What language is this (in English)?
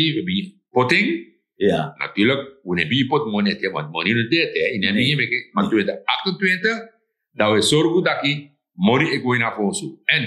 Sranan Tongo